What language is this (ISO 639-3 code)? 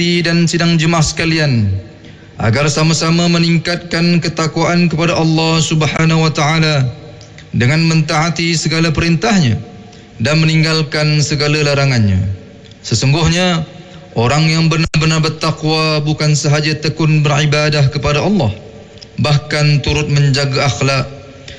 msa